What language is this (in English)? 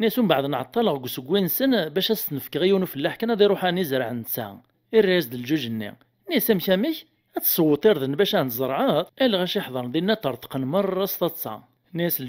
Kabyle